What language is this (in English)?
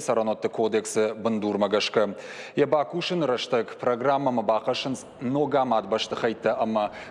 Ossetic